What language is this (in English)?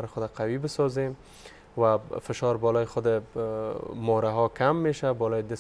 Persian